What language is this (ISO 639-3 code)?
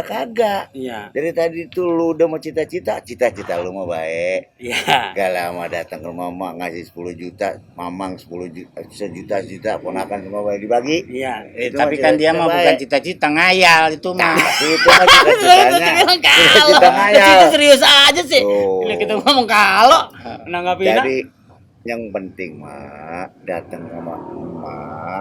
bew